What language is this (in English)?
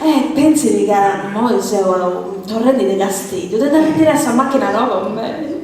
Sardinian